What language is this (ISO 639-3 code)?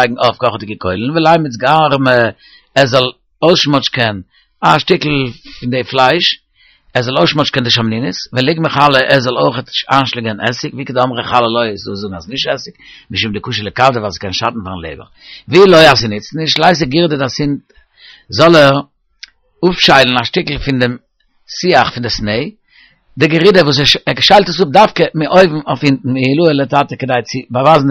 yid